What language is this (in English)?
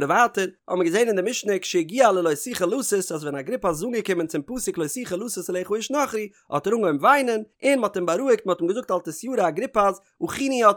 Yiddish